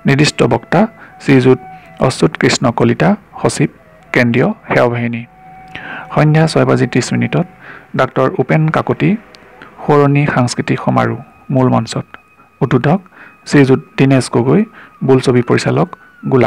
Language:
Assamese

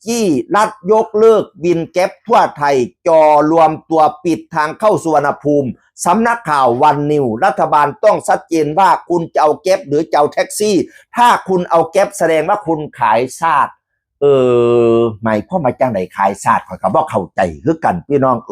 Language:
Northeastern Thai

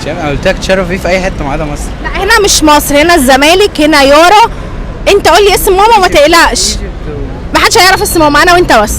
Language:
Egyptian Arabic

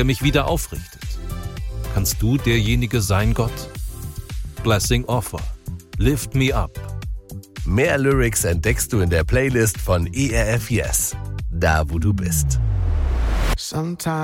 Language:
German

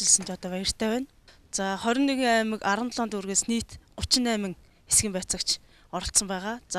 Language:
Mongolian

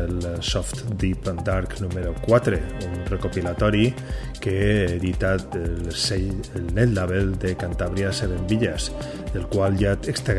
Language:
Catalan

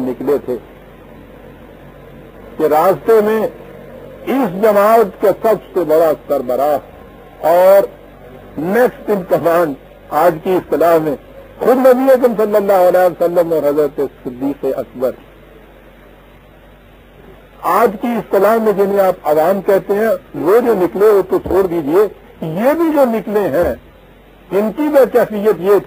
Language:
Urdu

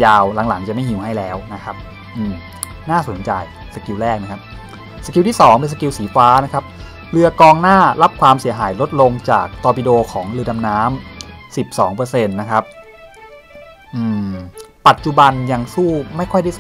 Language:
Thai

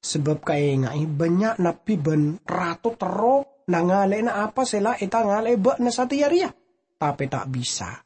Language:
Madurese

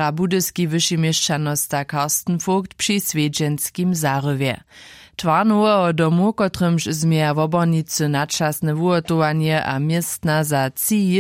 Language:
Upper Sorbian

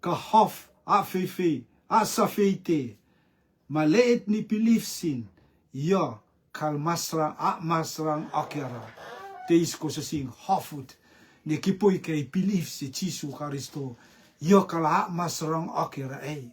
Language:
Rotuman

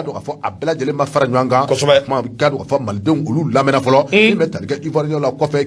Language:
Bambara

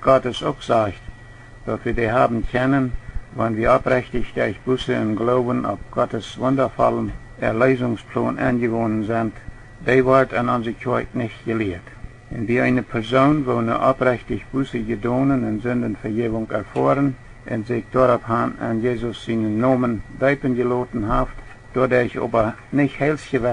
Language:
Plautdietsch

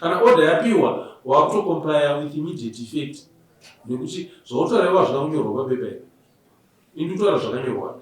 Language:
Shona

